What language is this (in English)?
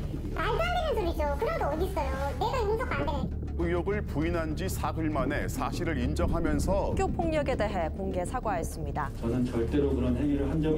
Korean